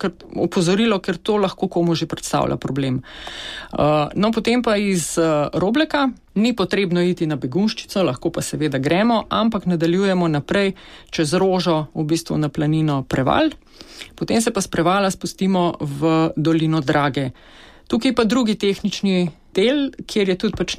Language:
Slovenian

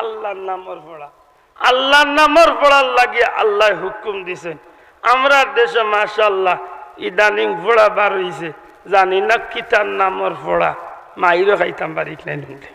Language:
Sylheti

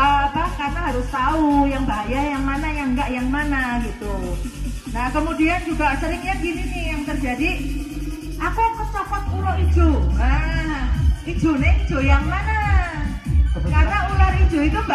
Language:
Indonesian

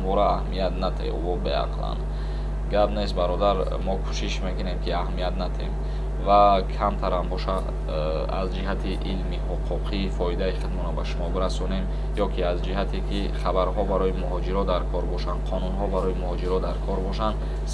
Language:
Tajik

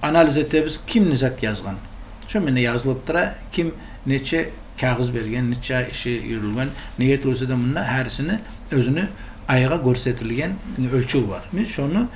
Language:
Kumyk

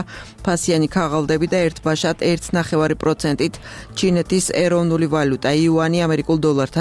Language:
Georgian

